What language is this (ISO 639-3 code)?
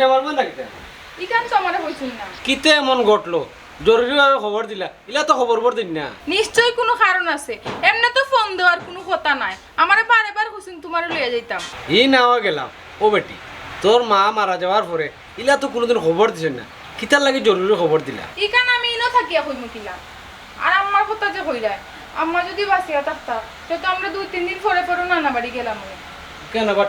syl